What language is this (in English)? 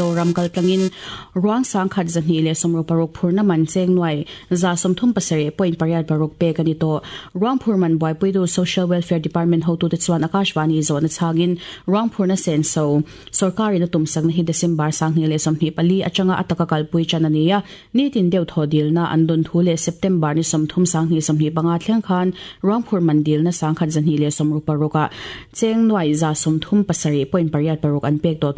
Mizo